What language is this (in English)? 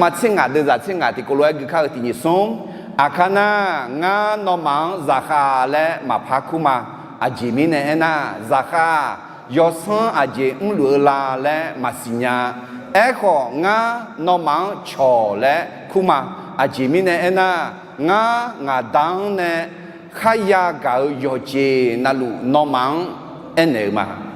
Akha